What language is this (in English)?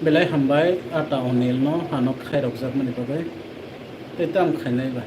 Kok Borok